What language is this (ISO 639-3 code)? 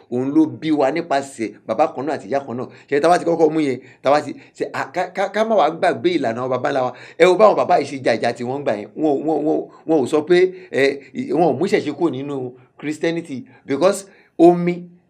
yor